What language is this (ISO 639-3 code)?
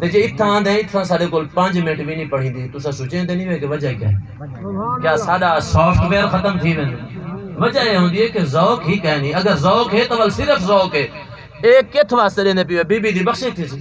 skr